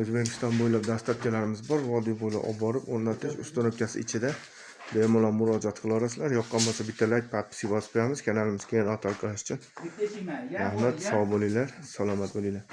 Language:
Uzbek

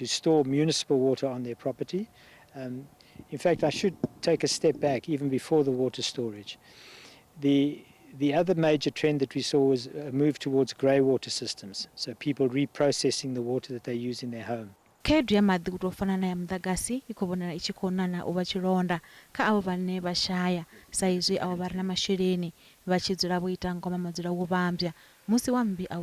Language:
Venda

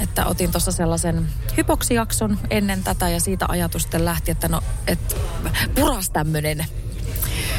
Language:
Finnish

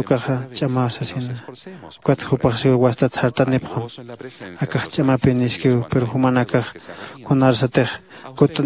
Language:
Aymara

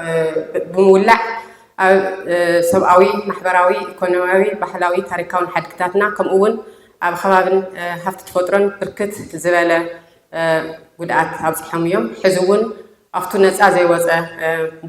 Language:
Tigrinya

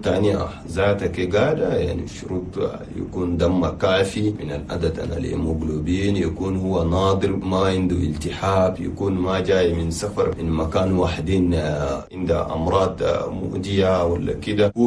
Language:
Chadian Arabic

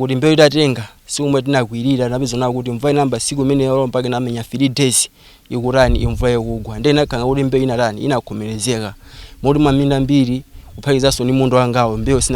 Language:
Nyanja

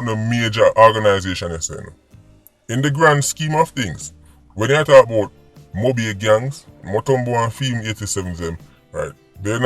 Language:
Jamaican Creole English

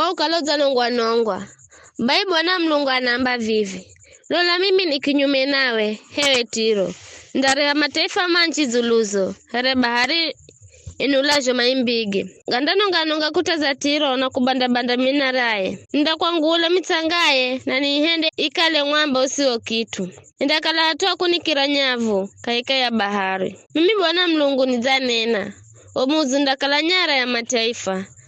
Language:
Giryama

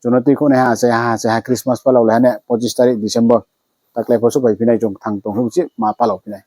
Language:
Riang (India)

